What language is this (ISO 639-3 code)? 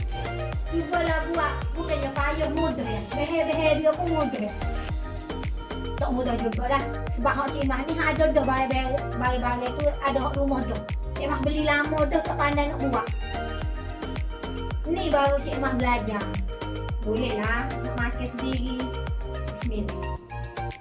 msa